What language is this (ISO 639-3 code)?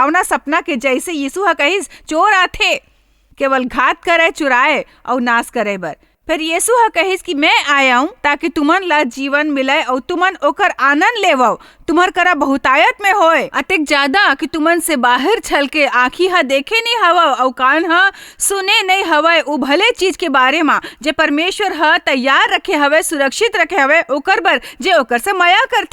hne